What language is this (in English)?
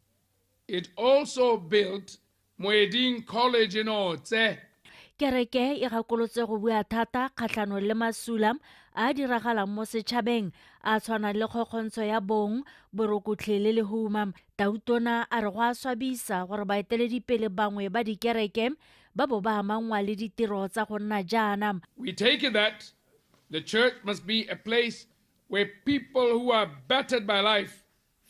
Tswana